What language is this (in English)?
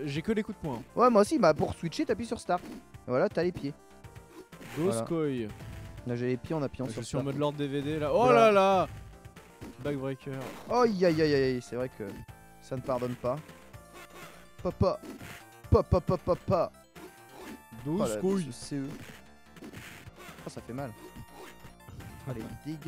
French